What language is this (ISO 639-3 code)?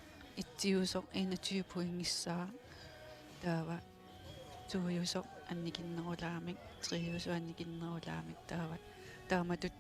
kal